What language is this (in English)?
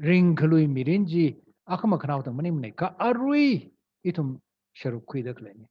Tangkhul Naga (India)